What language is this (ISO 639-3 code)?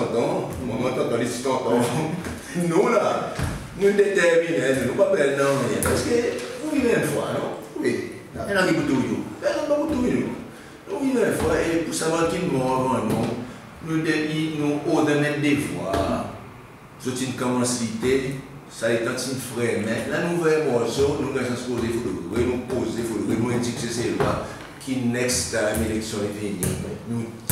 crs